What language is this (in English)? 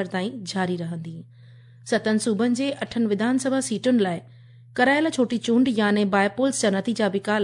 Sindhi